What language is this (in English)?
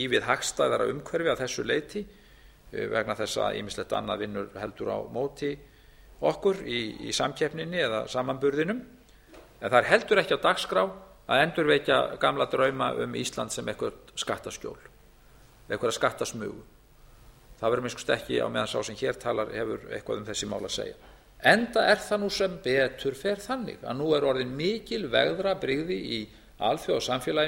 Icelandic